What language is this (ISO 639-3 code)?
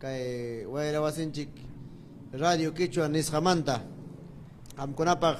quy